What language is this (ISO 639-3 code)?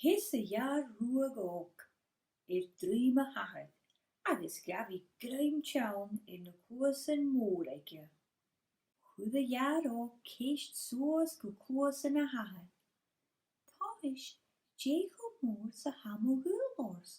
gla